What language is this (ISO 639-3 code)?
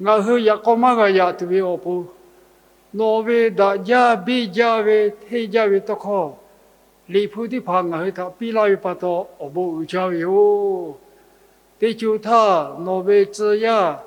lhu